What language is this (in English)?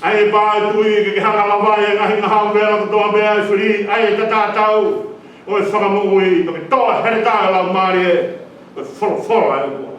Tongan